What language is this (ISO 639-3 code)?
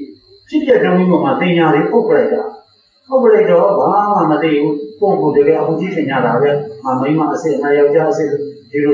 mya